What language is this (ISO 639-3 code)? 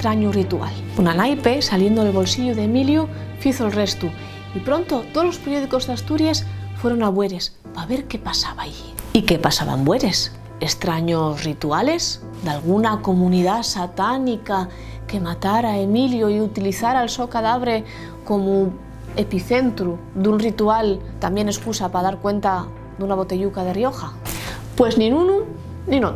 ast